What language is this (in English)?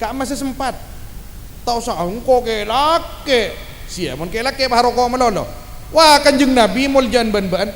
Madurese